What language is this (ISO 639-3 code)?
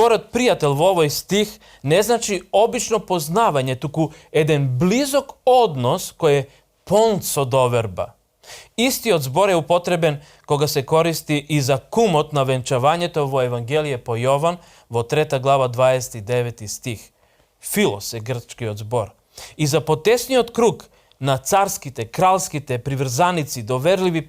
mkd